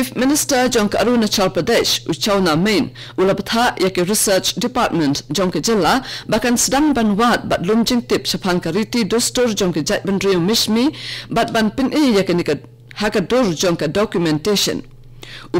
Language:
Khasi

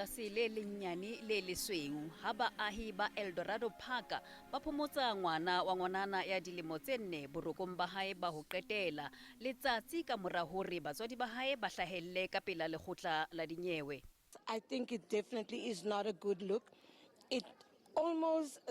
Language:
Southern Sotho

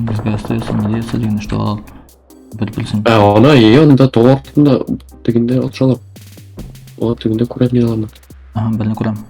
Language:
Tatar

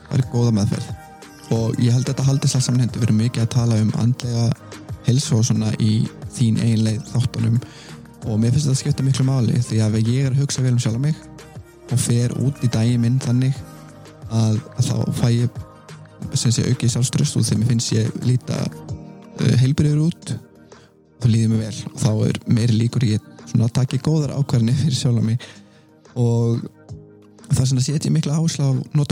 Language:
Icelandic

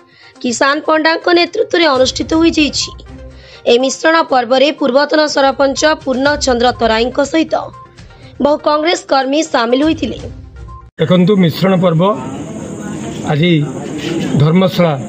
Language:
Odia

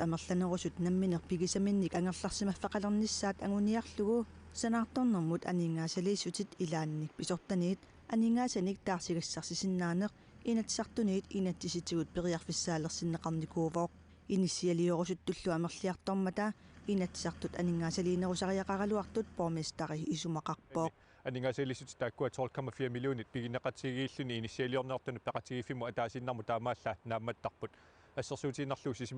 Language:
Kalaallisut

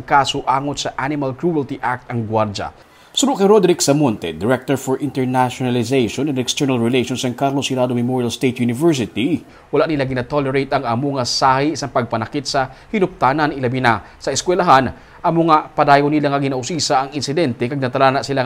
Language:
Hiligaynon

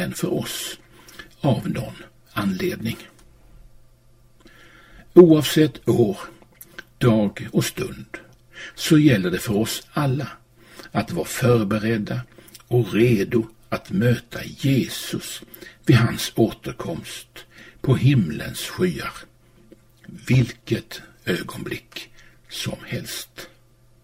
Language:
Swedish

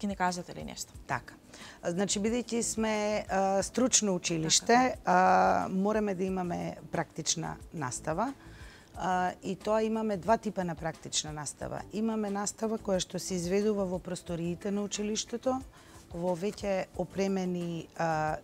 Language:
Macedonian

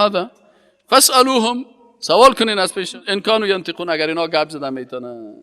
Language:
Persian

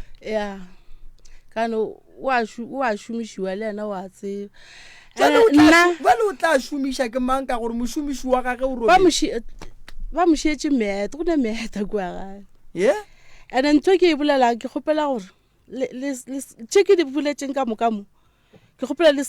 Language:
Northern Sotho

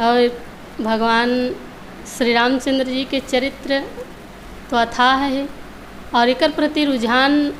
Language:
Chhattisgarhi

